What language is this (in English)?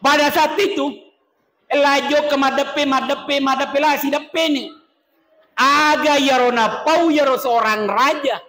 Buginese